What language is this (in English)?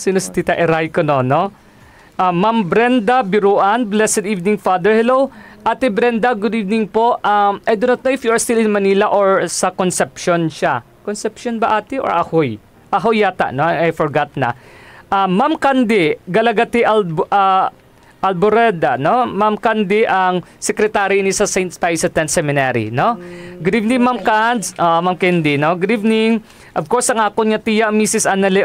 Hiligaynon